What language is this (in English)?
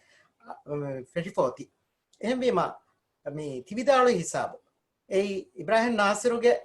Divehi